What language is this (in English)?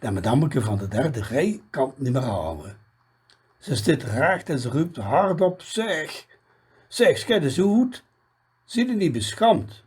Limburgish